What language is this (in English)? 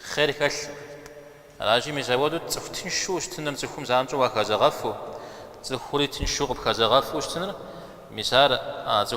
Kabardian